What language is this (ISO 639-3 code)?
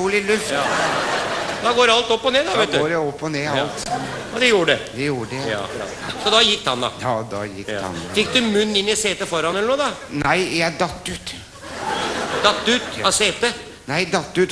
nor